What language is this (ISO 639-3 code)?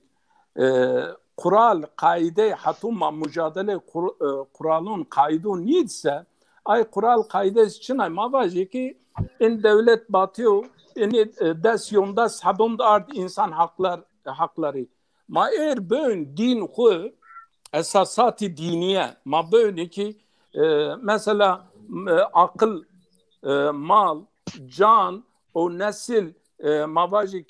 zza